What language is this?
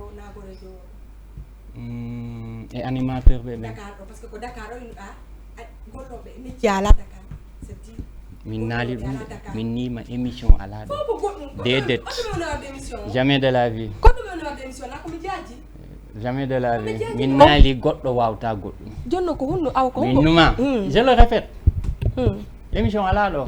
Fula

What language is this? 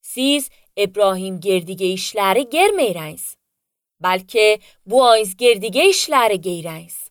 Azerbaijani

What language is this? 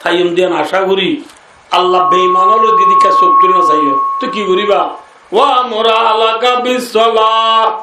Rohingya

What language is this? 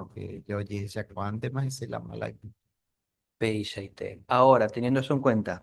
Guarani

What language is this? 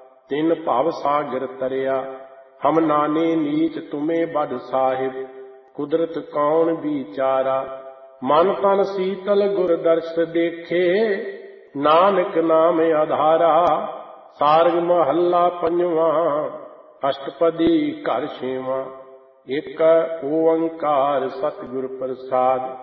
Punjabi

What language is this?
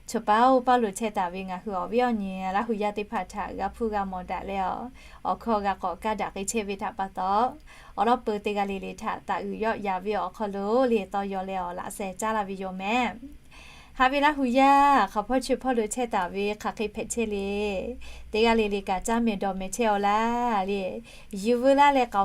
Lahu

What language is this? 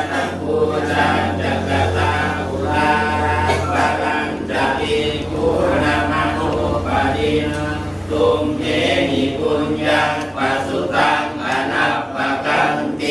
Pali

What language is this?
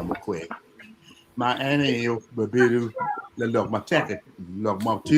Acoli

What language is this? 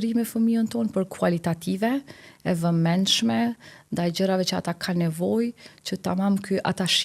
Albanian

